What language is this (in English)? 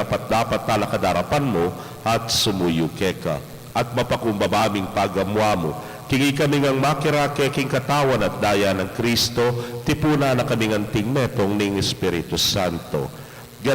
Pampanga